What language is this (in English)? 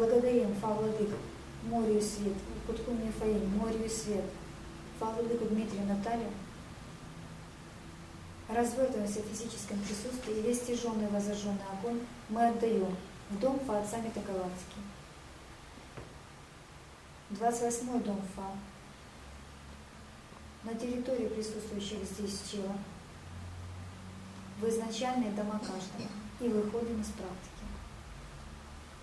Russian